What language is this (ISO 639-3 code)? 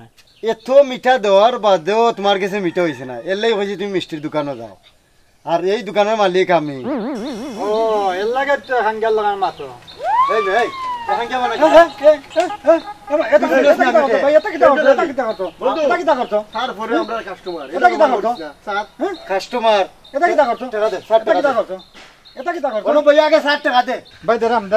syl